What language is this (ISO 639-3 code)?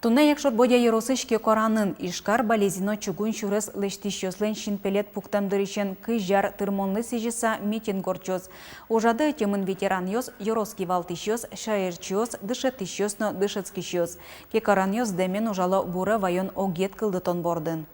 udm